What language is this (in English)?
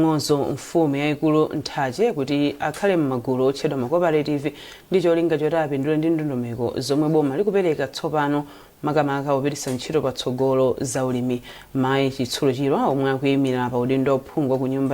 Nyanja